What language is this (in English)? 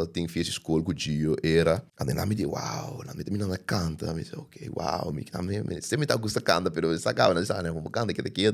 Papiamento